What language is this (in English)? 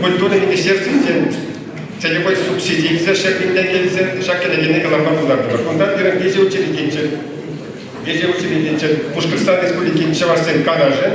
Chuvash